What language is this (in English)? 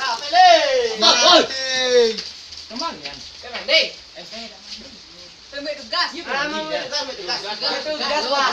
Minangkabau